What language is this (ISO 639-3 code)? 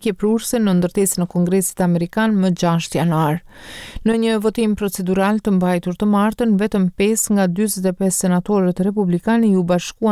sqi